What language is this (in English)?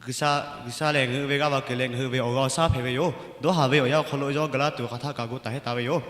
Lahu